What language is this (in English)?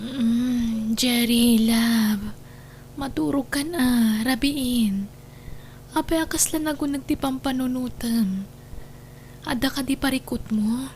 Iloko